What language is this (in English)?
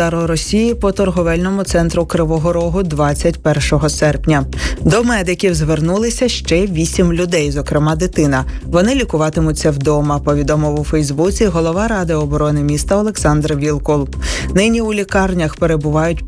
Ukrainian